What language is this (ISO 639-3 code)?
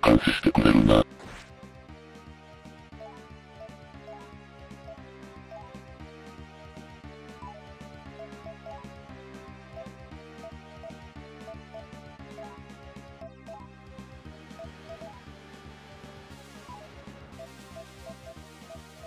jpn